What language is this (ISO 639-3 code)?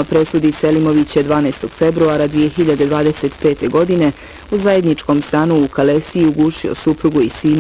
bos